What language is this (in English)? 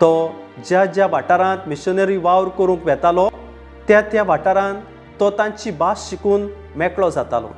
Konkani